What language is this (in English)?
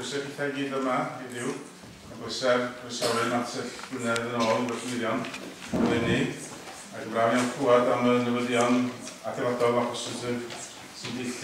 Welsh